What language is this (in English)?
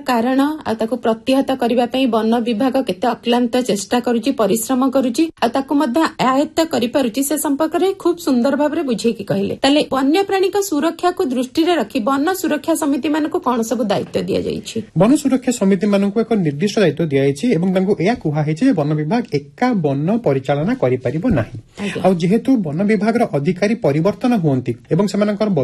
Odia